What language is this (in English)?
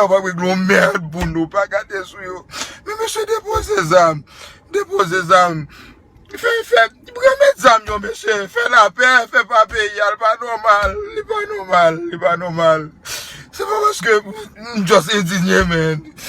Haitian Creole